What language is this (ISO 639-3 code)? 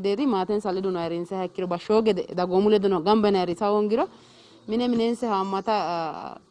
sid